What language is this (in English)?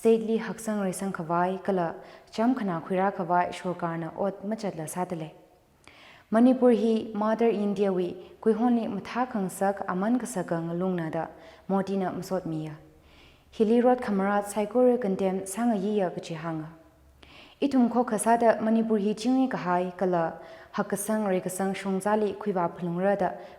Tangkhul Naga (India)